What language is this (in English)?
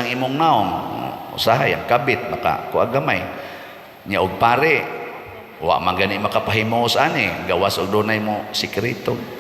Cebuano